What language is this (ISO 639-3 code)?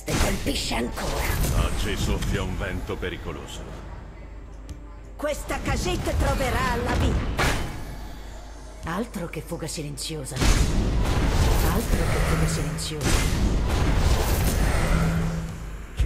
ita